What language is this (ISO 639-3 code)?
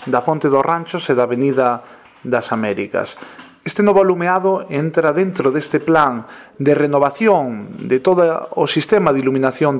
glg